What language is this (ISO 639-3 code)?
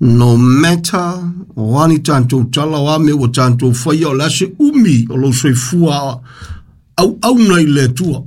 smo